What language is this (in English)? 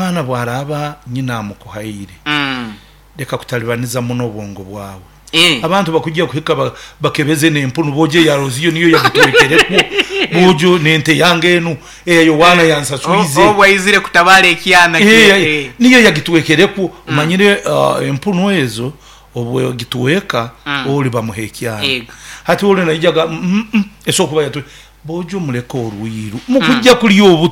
Nyoro